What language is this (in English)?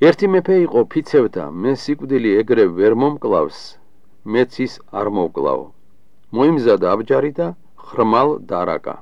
Georgian